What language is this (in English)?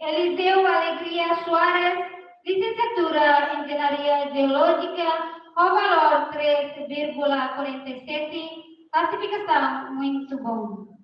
Tetum